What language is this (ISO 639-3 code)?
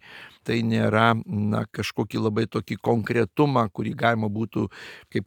lit